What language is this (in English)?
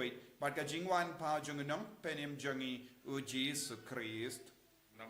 Khasi